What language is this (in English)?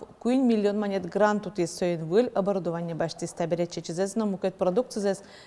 Udmurt